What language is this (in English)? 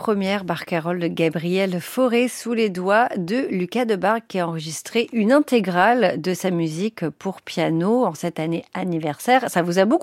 French